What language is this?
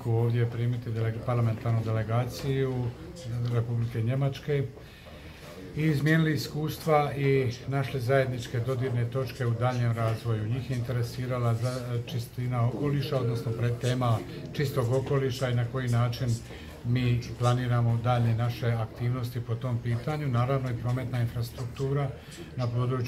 Croatian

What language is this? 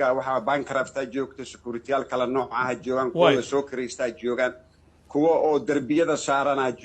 Somali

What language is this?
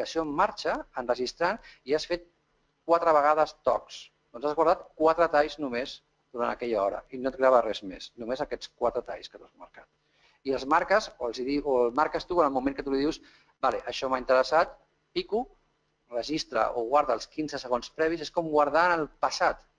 Catalan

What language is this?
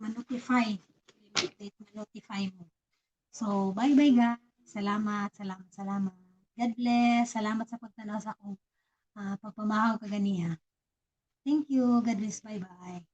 Cebuano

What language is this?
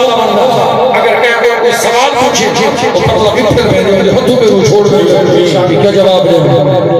Saraiki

